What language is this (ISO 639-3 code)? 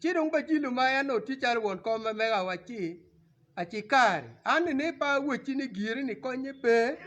ach